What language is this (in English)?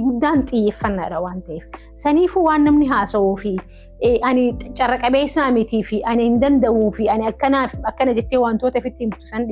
Oromo